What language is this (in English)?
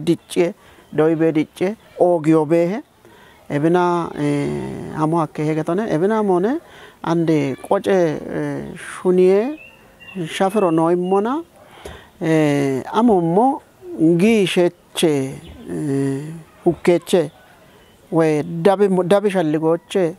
Kafa